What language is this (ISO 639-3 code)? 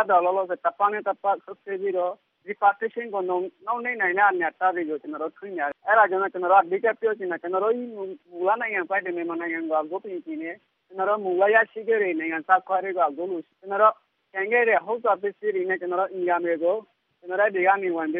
mya